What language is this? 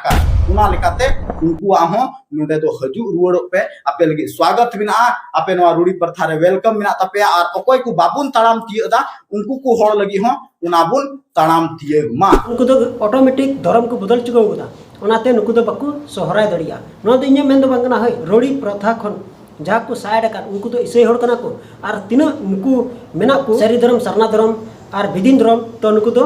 Santali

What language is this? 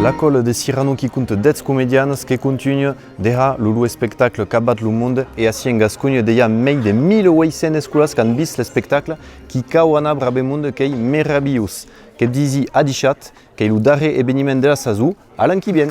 Occitan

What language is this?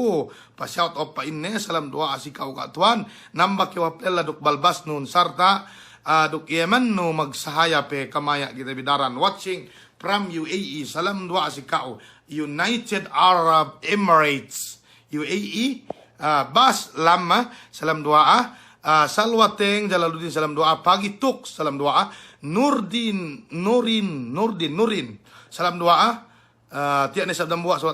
Yakan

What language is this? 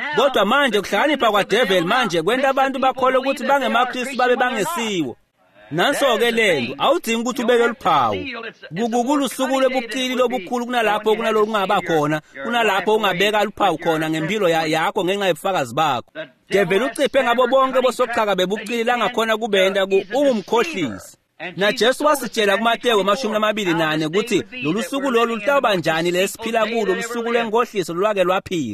Swati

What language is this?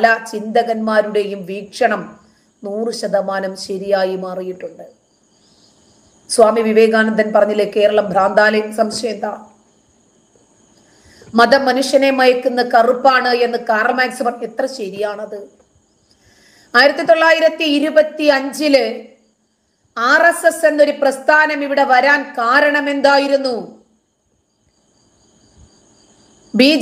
Malayalam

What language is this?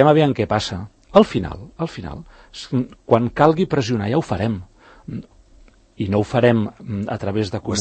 Catalan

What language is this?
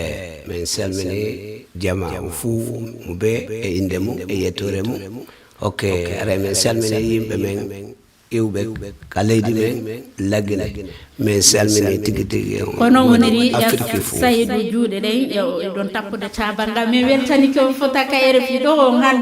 Fula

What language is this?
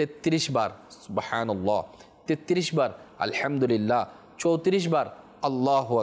Bangla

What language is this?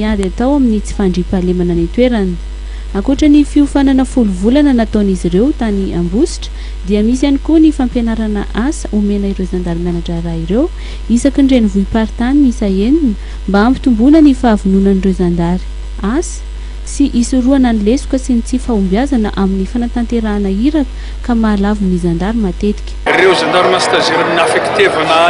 Malagasy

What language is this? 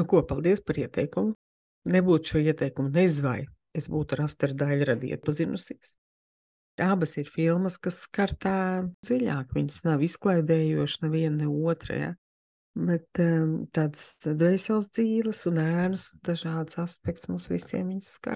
Latvian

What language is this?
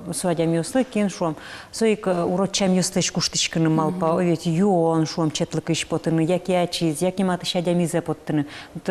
Udmurt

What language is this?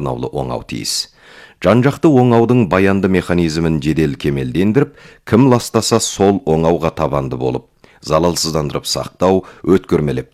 Kazakh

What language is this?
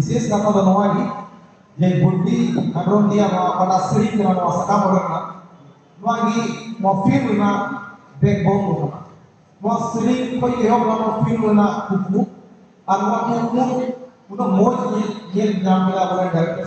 Santali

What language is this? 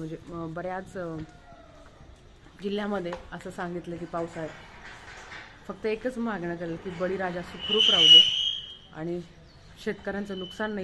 Marathi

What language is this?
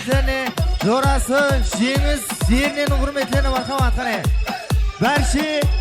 Kara-Kalpak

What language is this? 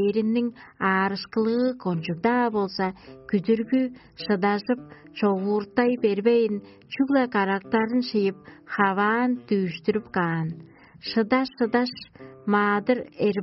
Tuvinian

